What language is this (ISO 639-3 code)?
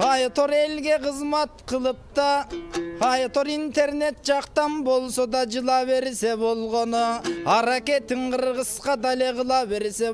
kir